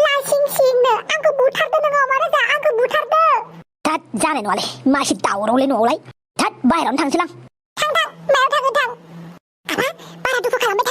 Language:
Bodo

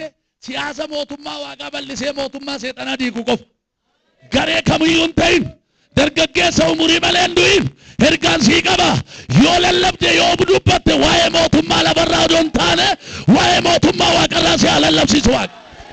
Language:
Oromo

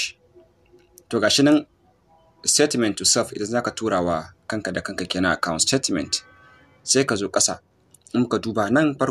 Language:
Hausa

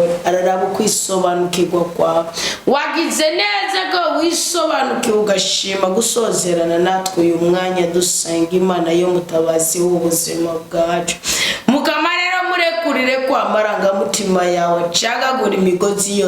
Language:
Rundi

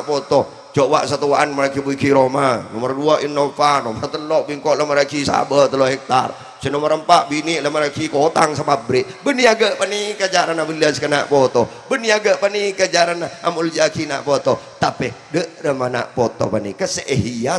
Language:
Madurese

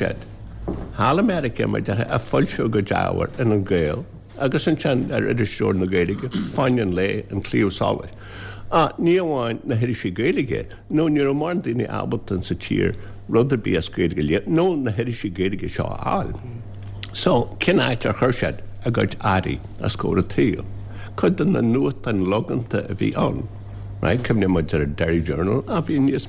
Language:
Irish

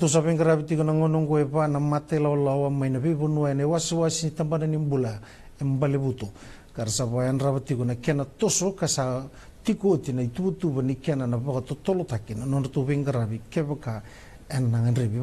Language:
Fijian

